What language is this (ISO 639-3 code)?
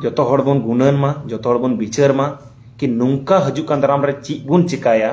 sat